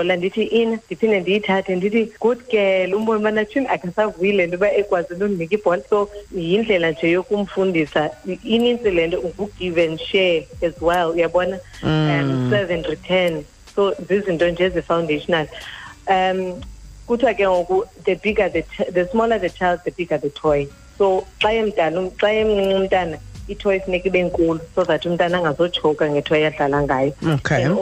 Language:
Xhosa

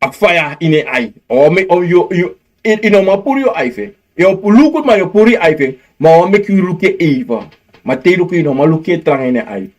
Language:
Sranan Tongo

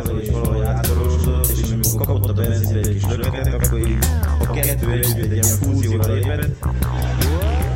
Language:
Hungarian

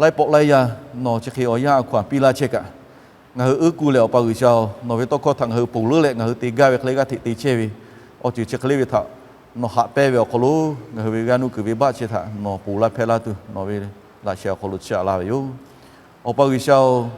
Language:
Lahu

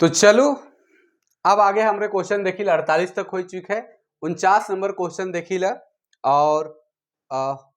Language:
Sadri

